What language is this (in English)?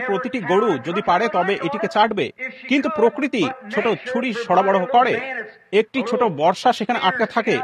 Bangla